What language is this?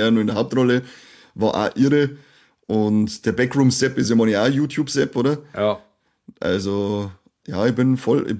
Bavarian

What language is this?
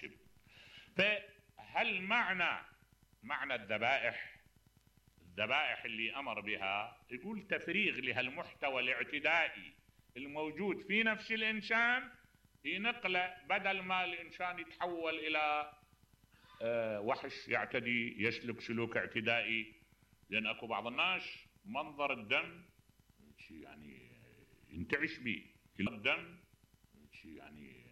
Mesopotamian Arabic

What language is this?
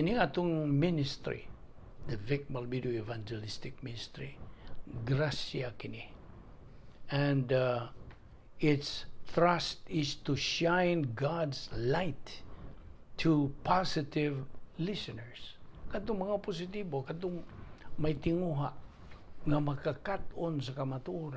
Cebuano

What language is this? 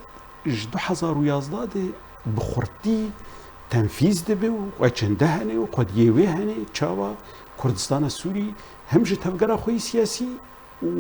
Kurdish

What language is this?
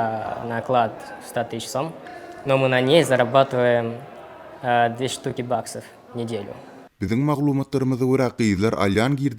Turkmen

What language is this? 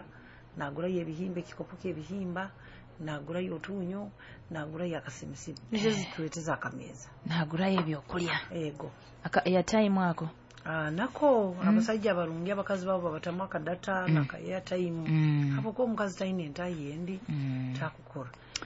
Nyoro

